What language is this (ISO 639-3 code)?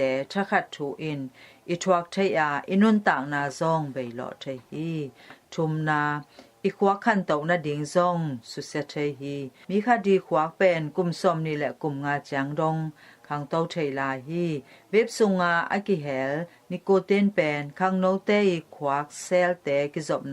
ctd